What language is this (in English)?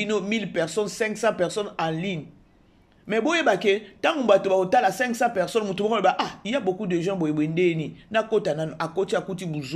Lingala